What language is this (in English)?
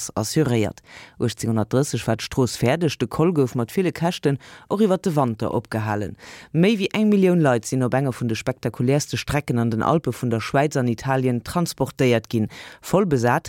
Luxembourgish